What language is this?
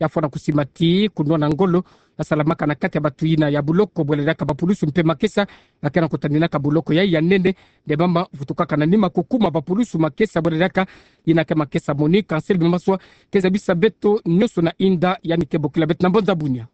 Kituba (Democratic Republic of Congo)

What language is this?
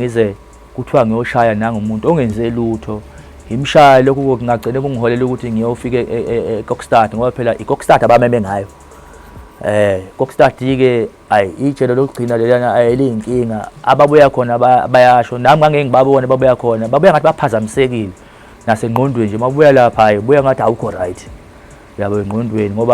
Zulu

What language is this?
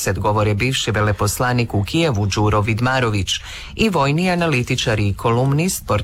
Croatian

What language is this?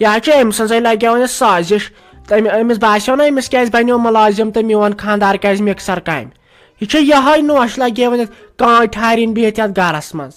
Kashmiri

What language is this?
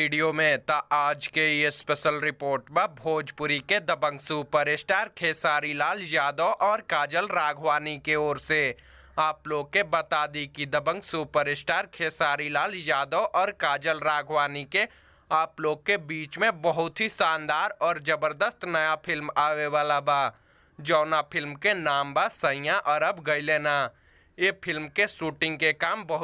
Bhojpuri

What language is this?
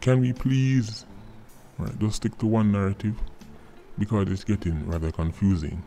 Jamaican Creole English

